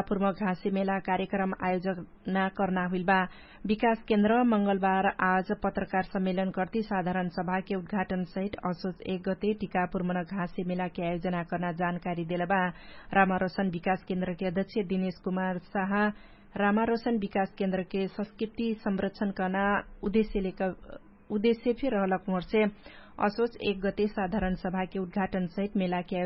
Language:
Dangaura Tharu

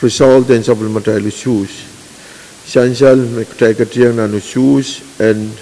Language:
Pohnpeian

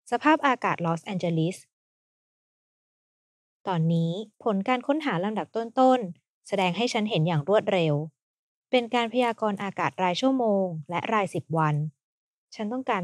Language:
Thai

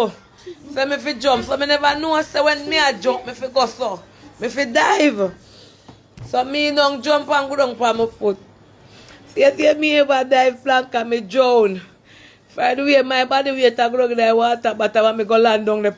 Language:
Jamaican Creole English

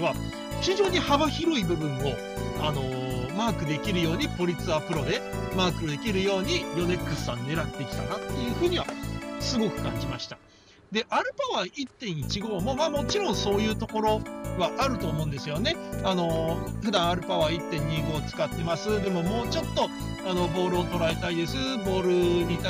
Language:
Japanese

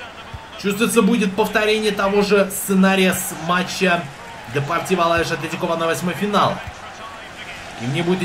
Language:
Russian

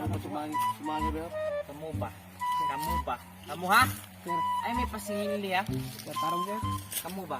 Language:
Cebuano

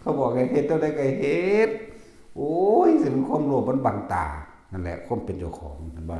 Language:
Northeastern Thai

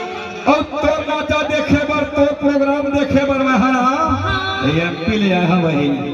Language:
Chhattisgarhi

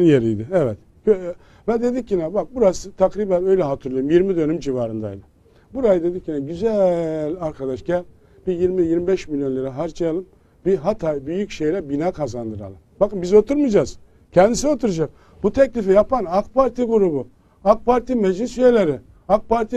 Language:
Turkish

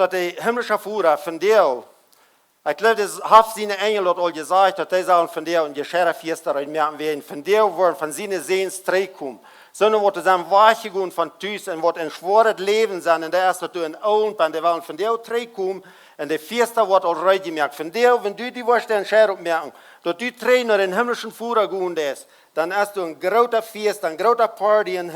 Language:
Plautdietsch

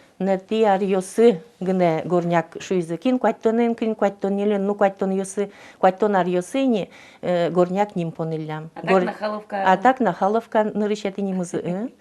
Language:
Udmurt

